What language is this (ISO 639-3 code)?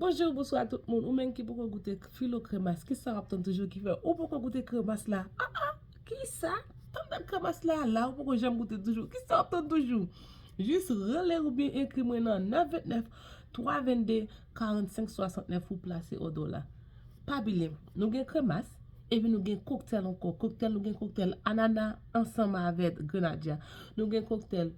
hat